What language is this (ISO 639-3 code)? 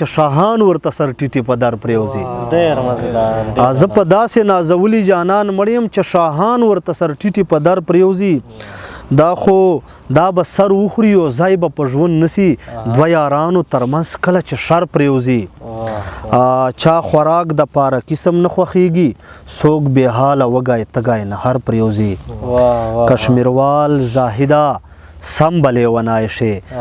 pus